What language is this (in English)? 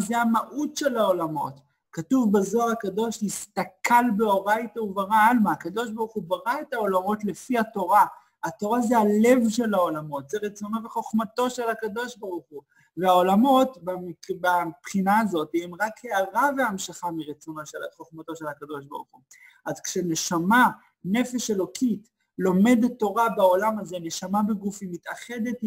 Hebrew